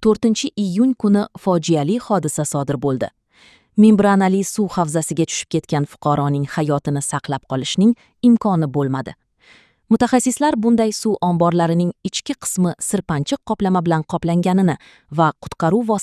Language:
Uzbek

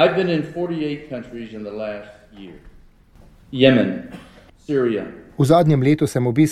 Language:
Slovenian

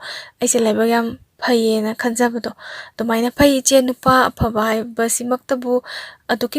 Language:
Manipuri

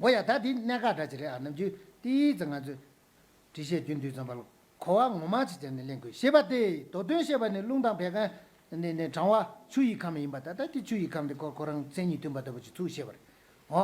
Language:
Tibetan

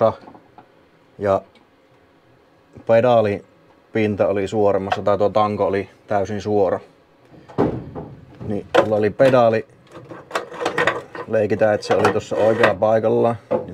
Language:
Finnish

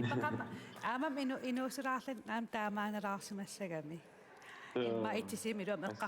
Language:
Kalaallisut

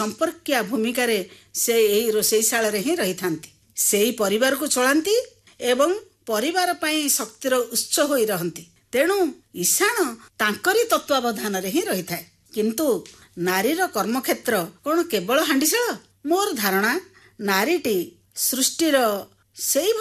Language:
Odia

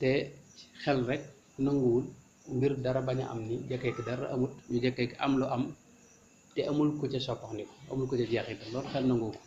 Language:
Wolof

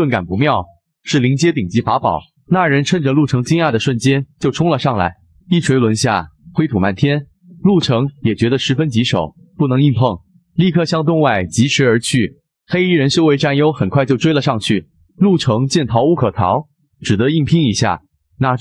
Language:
Chinese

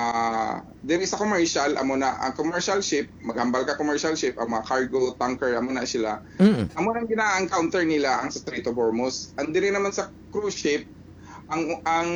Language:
Hiligaynon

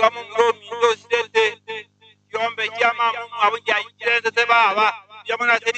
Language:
Gusii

